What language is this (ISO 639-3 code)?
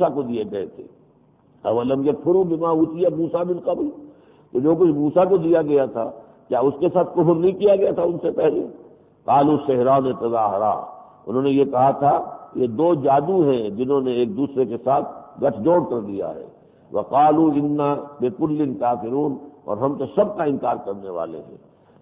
urd